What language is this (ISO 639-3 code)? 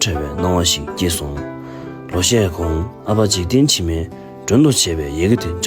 bod